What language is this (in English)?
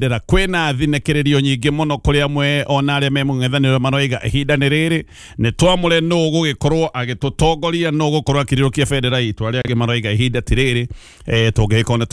Kikuyu